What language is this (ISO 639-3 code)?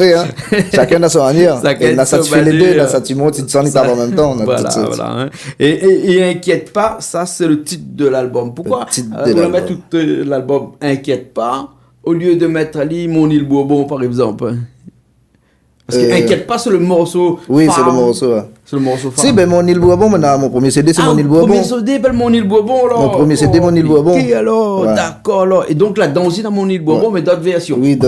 rcf